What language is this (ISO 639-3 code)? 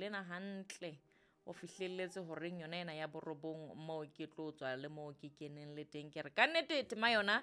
sot